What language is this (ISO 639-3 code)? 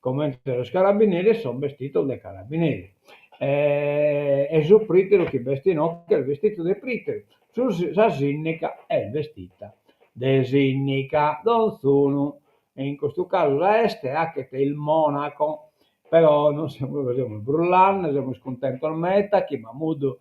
srd